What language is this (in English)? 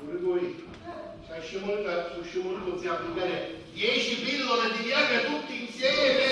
Sicilian